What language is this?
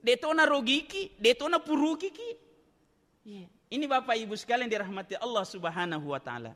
Buginese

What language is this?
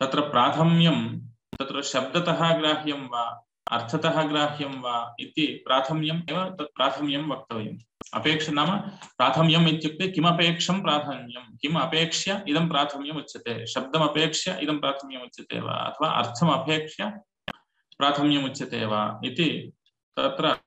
Sanskrit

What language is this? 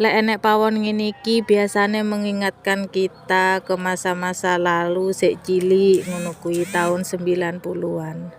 Javanese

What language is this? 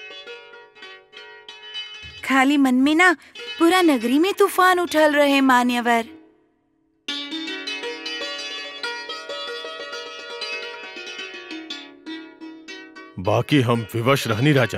Bhojpuri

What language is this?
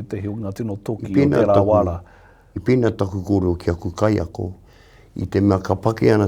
Māori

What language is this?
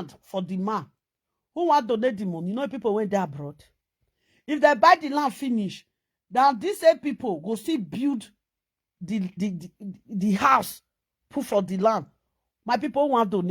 Nigerian Pidgin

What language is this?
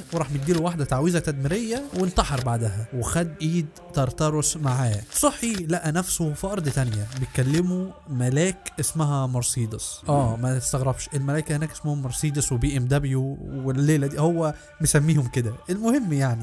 Egyptian Arabic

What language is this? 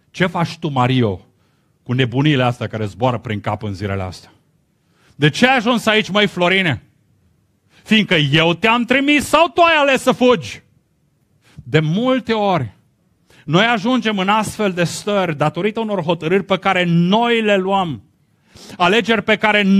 Romanian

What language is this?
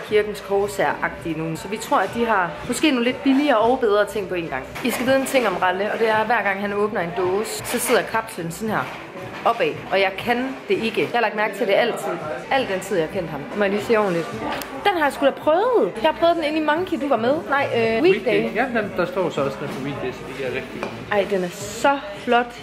Danish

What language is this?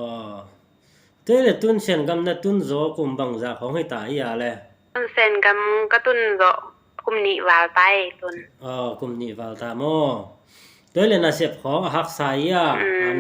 Tedim Chin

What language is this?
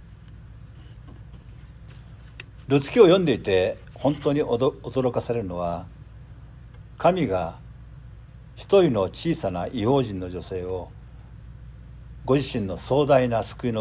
Japanese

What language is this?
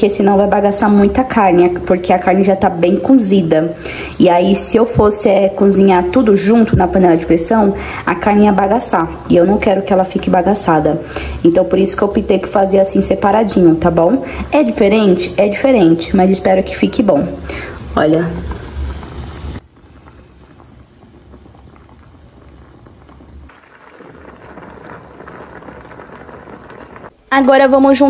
Portuguese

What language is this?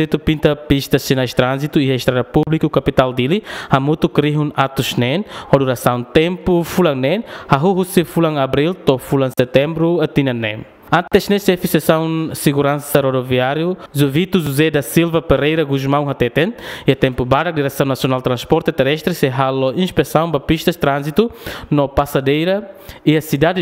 Tetum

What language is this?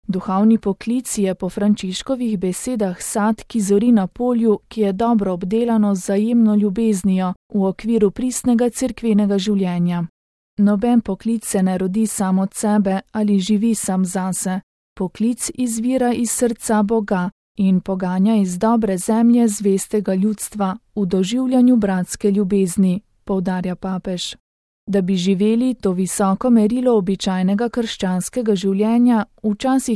Slovenian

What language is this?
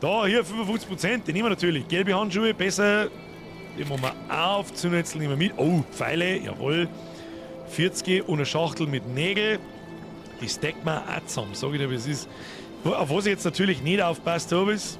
Bavarian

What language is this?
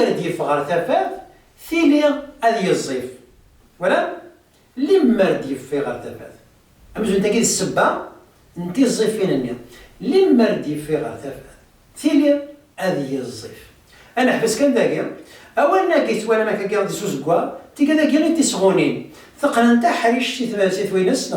Kabyle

